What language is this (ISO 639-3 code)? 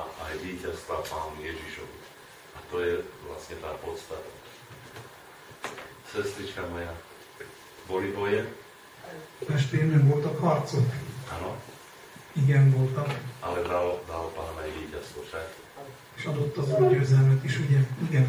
slk